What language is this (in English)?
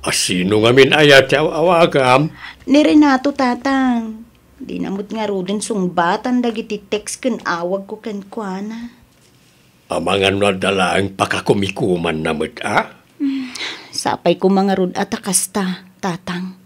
Iloko